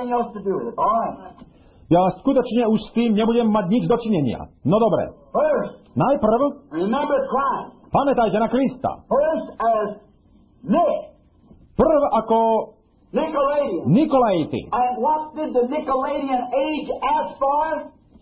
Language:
Slovak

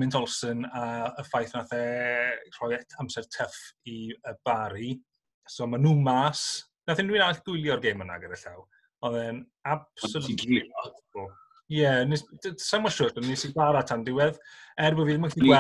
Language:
Welsh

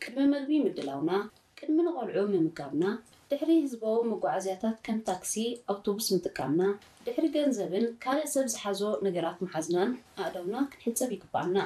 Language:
Tigrinya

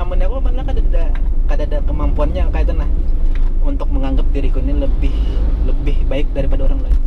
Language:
Banjar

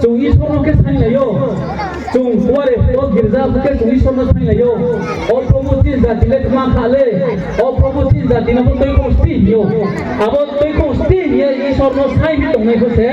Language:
Riang (India)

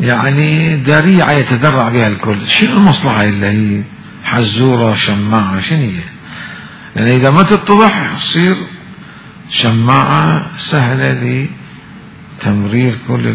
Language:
Mesopotamian Arabic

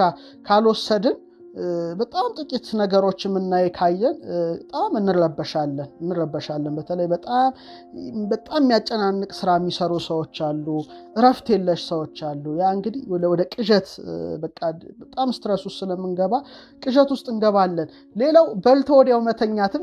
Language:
Amharic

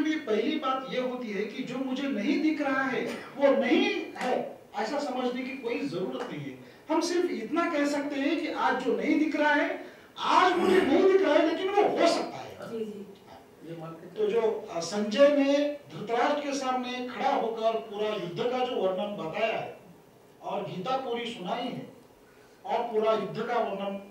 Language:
Hindi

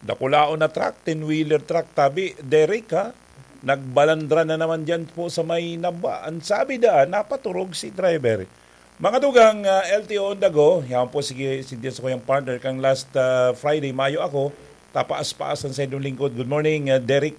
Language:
Bikol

